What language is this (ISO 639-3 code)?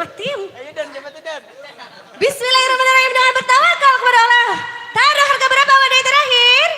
bjn